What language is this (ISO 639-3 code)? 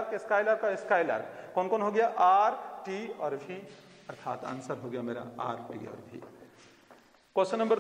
hin